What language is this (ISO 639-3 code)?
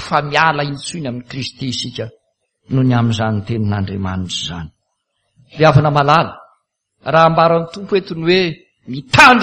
mlg